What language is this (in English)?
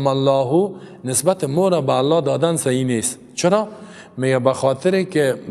Persian